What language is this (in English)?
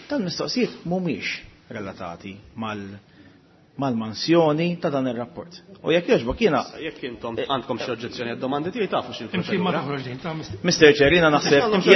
Maltese